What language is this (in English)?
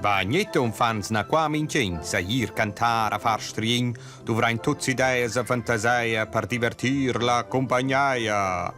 Romansh